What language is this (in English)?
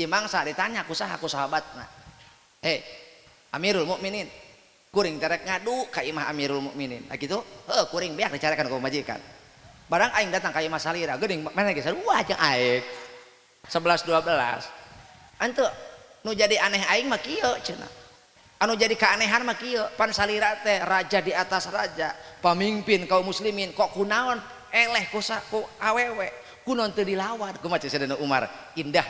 Sundanese